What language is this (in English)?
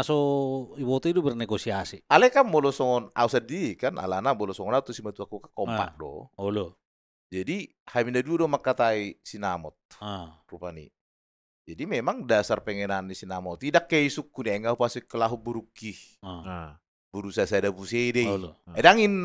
Batak Toba